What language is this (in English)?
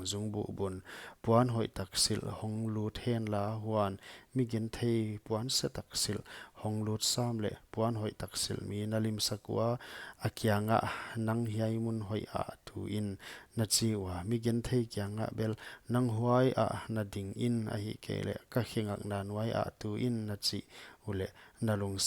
Paite Chin